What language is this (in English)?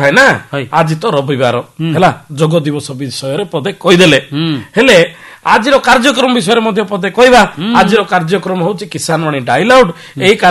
Odia